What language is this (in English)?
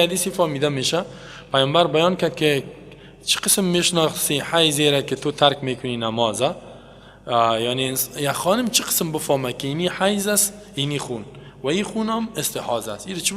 Persian